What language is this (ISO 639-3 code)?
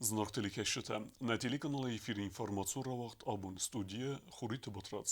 oss